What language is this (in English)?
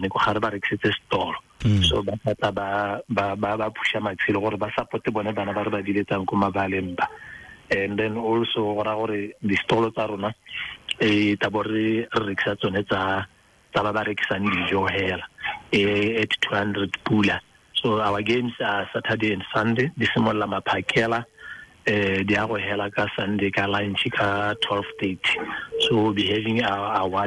Tswana